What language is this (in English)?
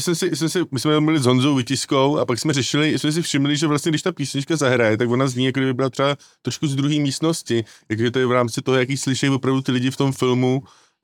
Czech